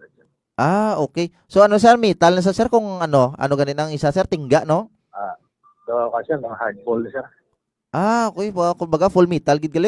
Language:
Hiligaynon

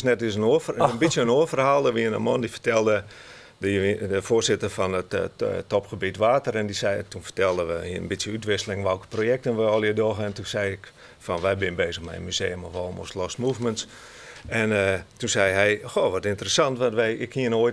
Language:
Western Frisian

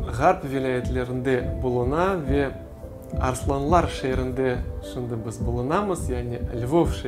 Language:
Crimean Tatar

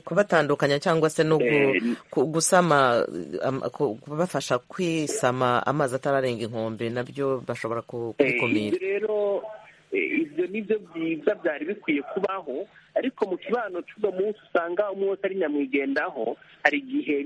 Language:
Kinyarwanda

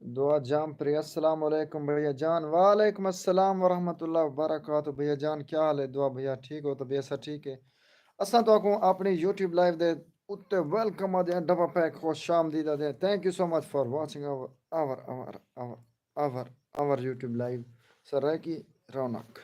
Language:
Saraiki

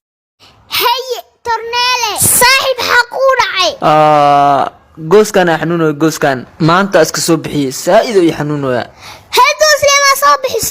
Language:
Somali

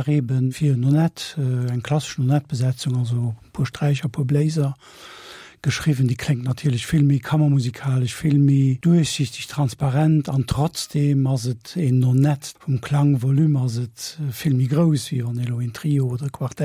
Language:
Luxembourgish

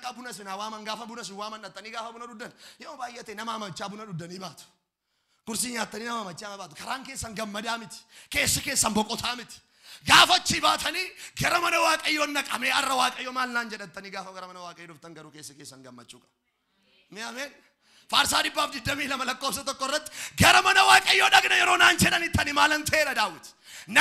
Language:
Oromo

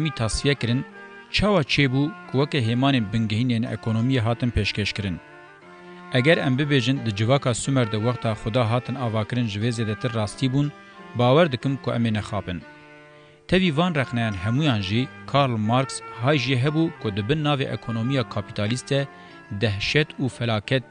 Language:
Kurdish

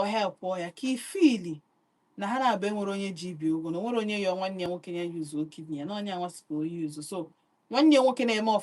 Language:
Igbo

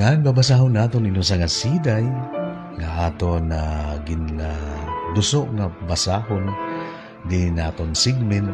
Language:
Waray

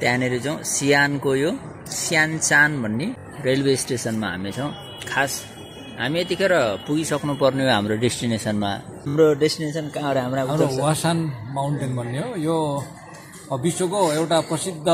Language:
Nepali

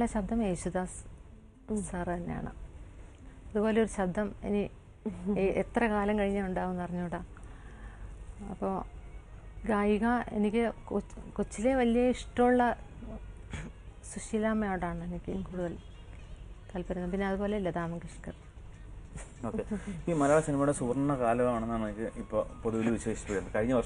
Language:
Malayalam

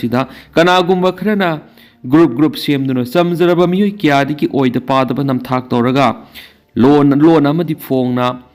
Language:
Manipuri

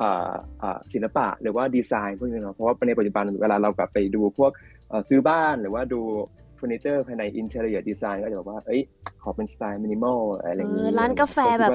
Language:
Thai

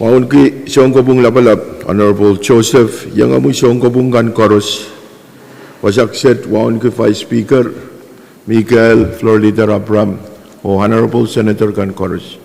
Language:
Pohnpeian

